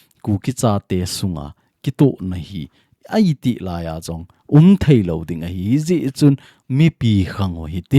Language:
Thado Chin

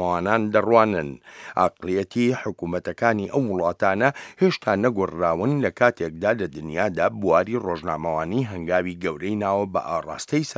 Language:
Central Kurdish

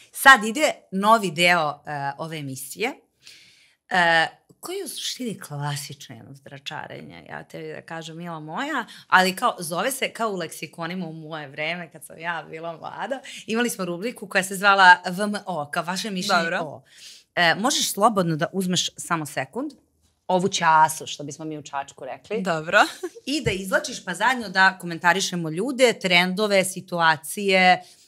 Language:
Serbian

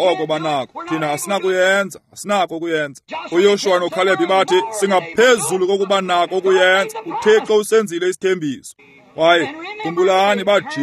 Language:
Xhosa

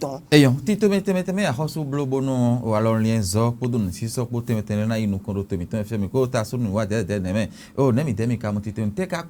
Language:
Fon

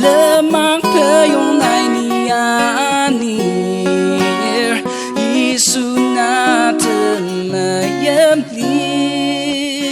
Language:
Ao Naga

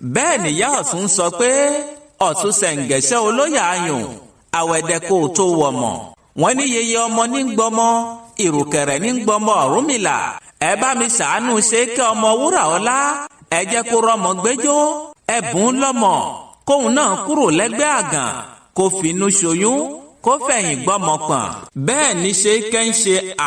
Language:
Yoruba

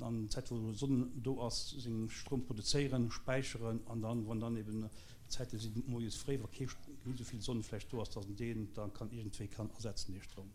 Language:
Luxembourgish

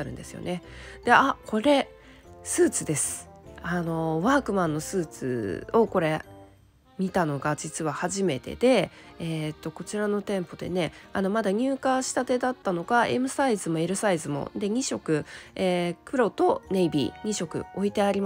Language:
Japanese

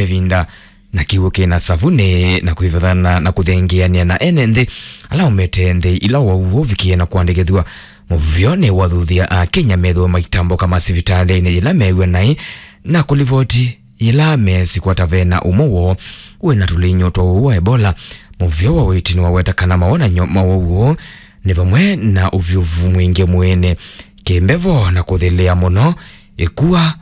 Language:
Kamba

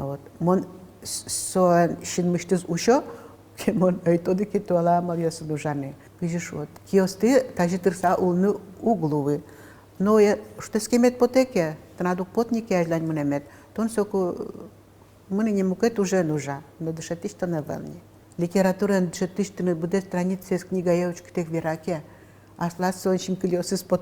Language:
Udmurt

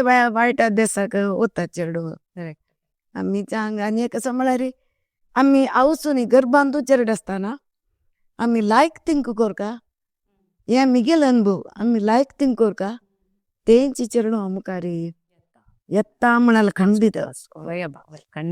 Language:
Konkani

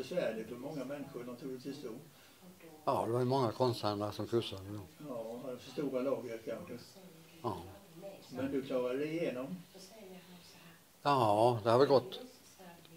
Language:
Swedish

